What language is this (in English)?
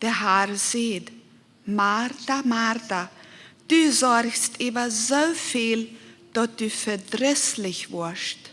Plautdietsch